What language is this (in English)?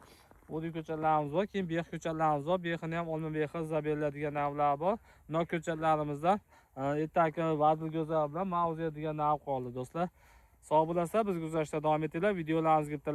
Uzbek